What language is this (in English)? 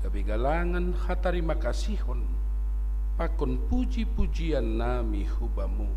Batak Simalungun